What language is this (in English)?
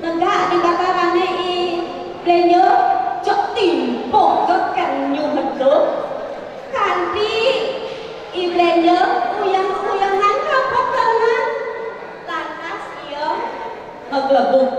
Balinese